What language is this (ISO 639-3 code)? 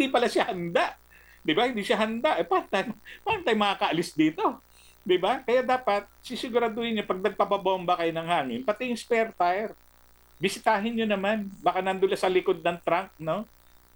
fil